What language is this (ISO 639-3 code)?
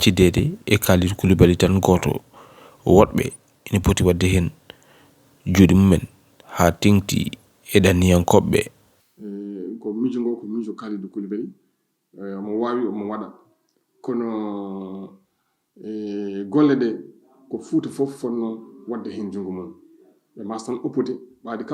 ful